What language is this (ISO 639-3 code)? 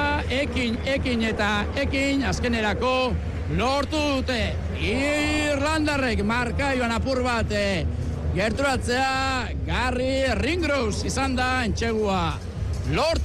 eus